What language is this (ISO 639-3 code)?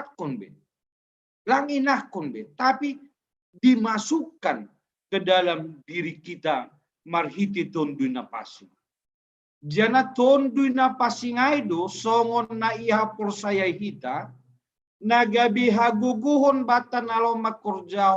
bts